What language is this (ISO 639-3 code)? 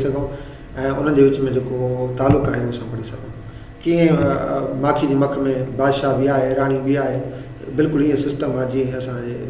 snd